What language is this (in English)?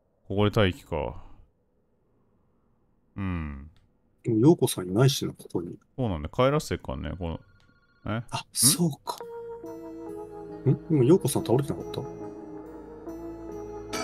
Japanese